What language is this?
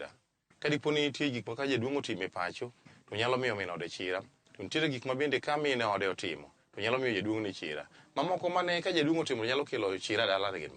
Luo (Kenya and Tanzania)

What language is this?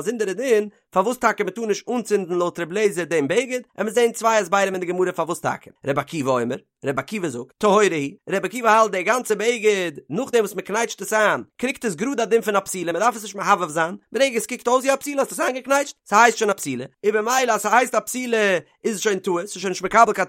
Yiddish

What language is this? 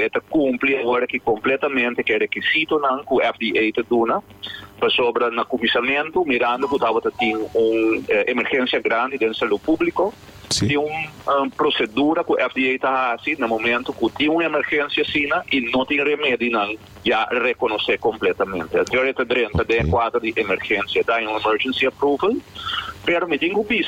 Papiamento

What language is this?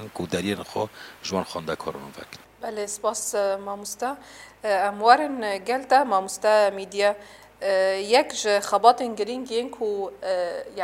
Kurdish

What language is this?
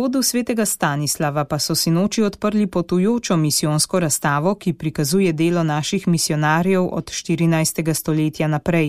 Slovenian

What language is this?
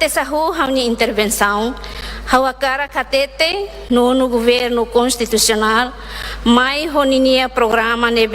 Tetum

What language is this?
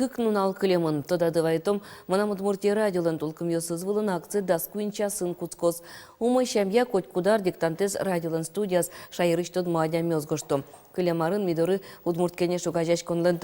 Udmurt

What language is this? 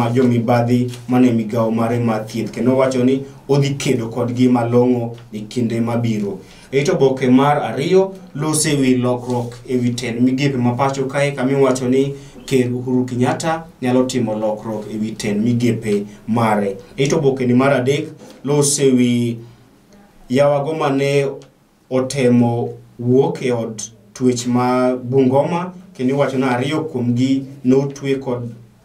Luo (Kenya and Tanzania)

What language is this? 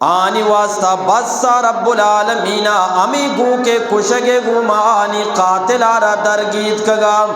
Eastern Balochi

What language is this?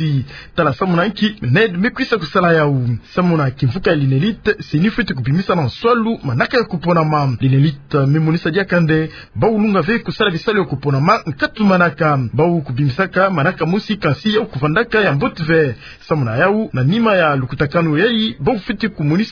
Kituba (Democratic Republic of Congo)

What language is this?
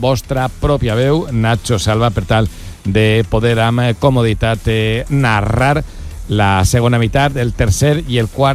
Catalan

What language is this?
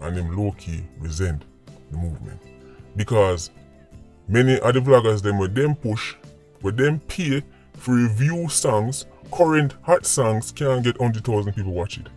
Jamaican Creole English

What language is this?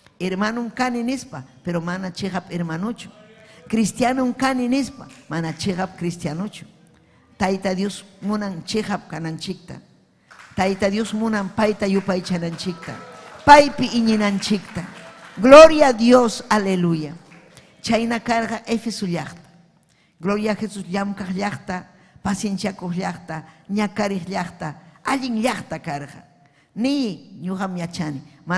Ayacucho Quechua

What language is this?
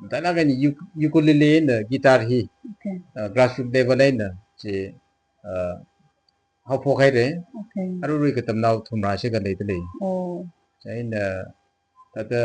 Tangkhul Naga (India)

